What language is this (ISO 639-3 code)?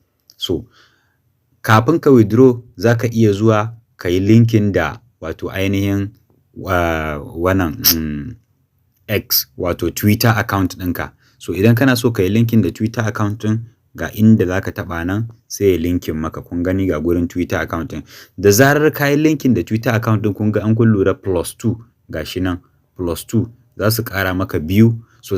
hau